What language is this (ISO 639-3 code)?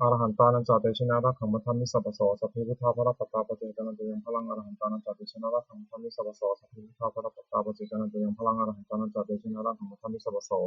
pli